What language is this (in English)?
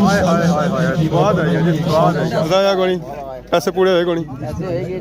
Pahari-Potwari